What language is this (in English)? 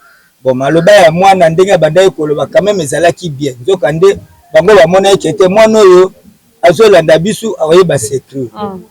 Lingala